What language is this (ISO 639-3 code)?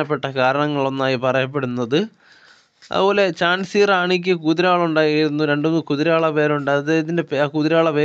mal